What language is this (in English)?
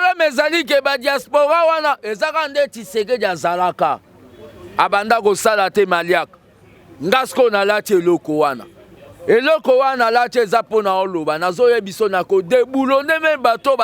Lingala